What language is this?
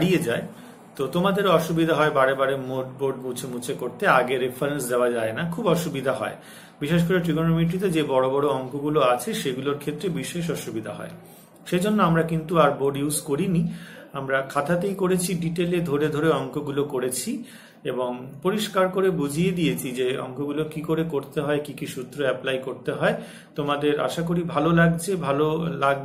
Bangla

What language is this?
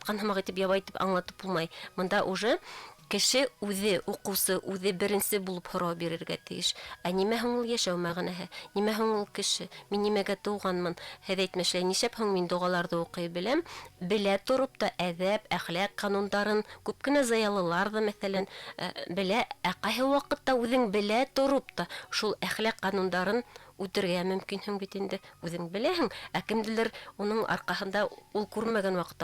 Bashkir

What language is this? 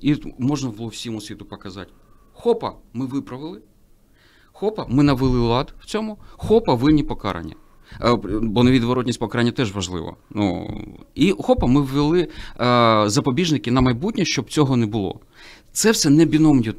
Ukrainian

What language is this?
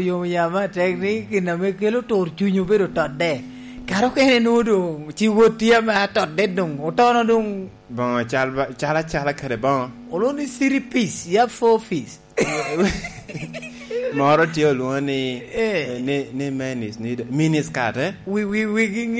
Lango (Uganda)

